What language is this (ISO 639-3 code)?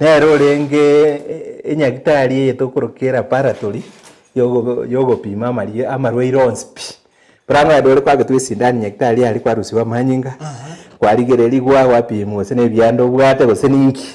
guz